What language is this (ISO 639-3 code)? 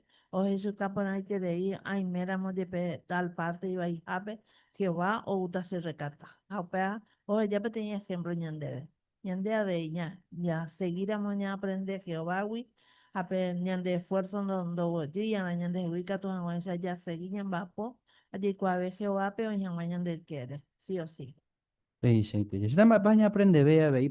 grn